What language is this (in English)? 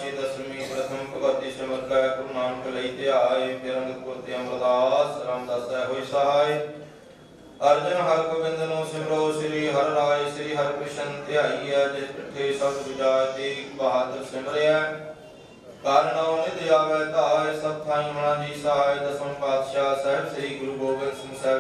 Punjabi